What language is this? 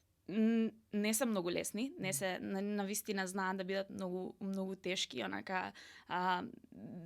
Macedonian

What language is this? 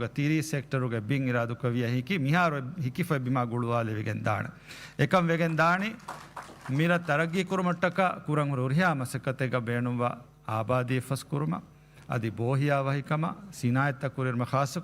Divehi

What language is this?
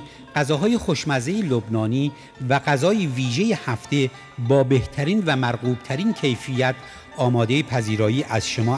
Persian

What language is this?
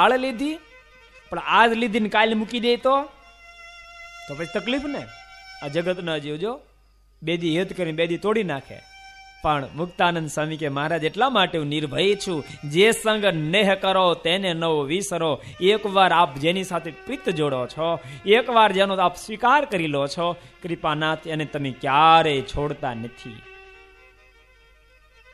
Gujarati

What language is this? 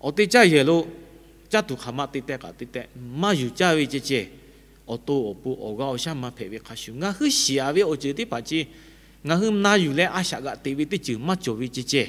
Lahu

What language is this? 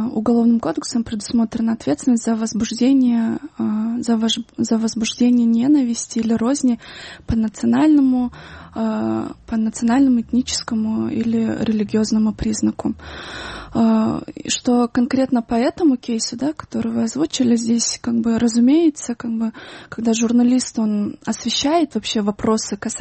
Russian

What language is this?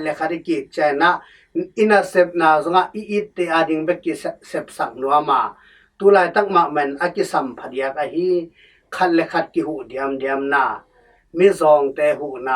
Tedim Chin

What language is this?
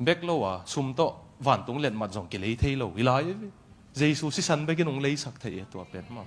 Tedim Chin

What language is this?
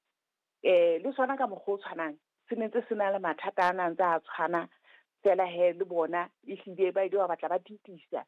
Southern Sotho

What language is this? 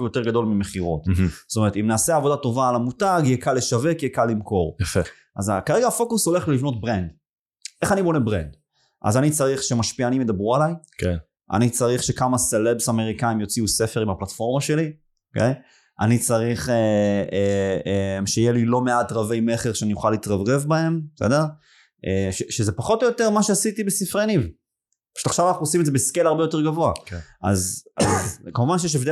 Hebrew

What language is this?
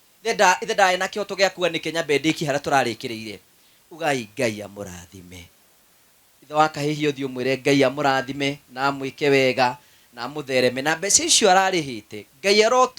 Kikuyu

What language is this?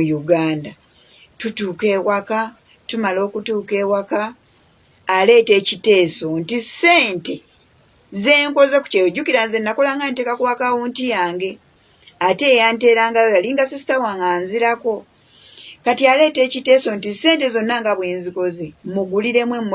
Ganda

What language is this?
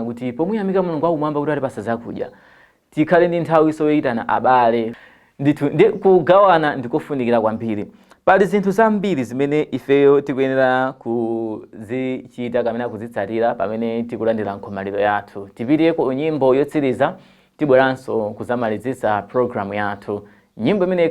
Nyanja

